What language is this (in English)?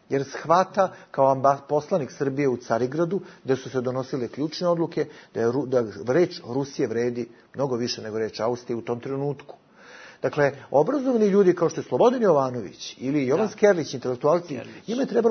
Bosnian